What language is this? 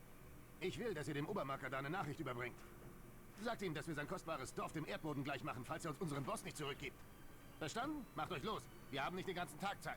Swiss German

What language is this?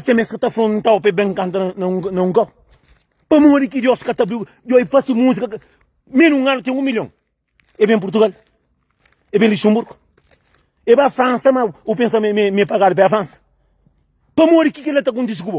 Kabuverdianu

